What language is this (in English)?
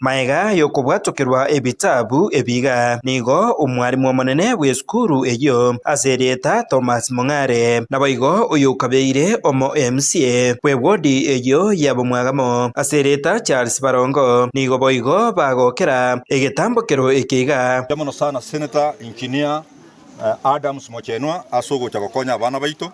Gusii